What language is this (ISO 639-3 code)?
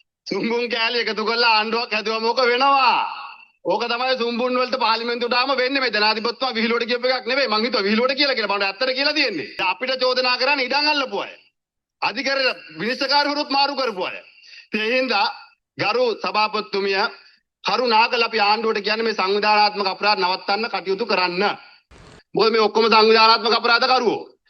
sin